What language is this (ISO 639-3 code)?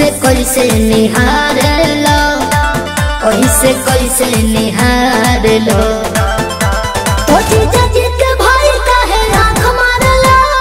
bho